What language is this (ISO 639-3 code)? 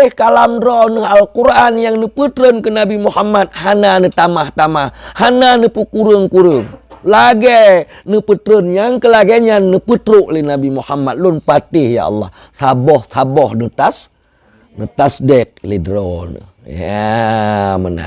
ace